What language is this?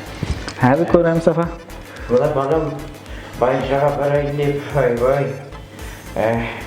Kara-Kalpak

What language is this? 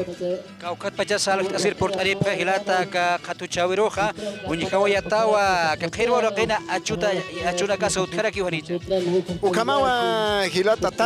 Aymara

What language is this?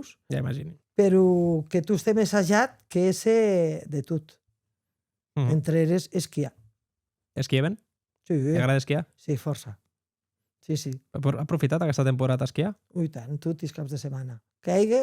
Occitan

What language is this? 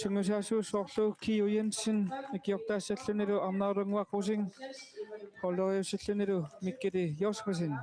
Kalaallisut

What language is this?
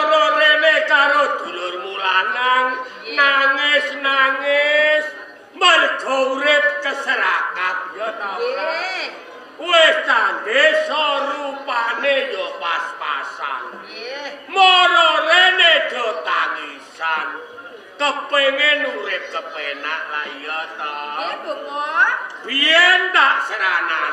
Javanese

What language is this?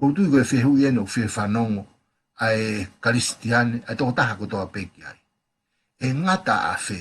Tongan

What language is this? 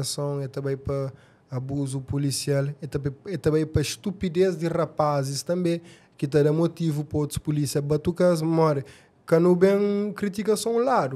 Kabuverdianu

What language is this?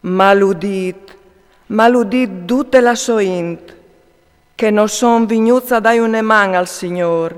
Friulian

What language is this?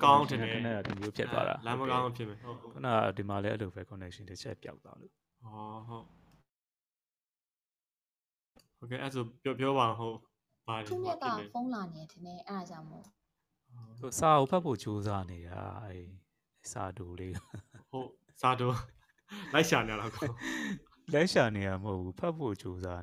Burmese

